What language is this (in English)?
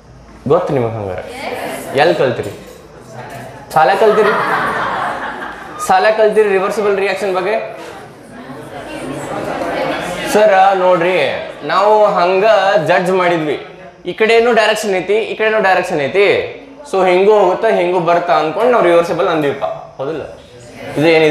Kannada